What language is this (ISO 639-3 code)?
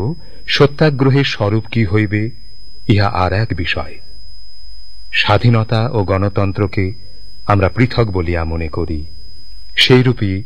ben